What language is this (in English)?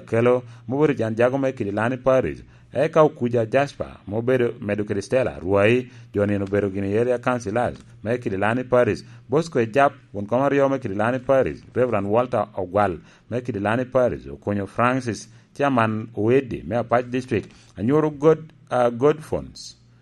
Lango (Uganda)